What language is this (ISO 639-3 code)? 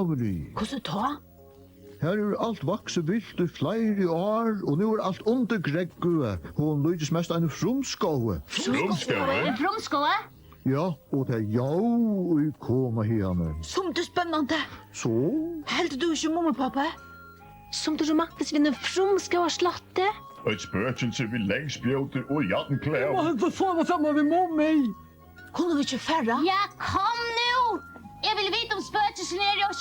fao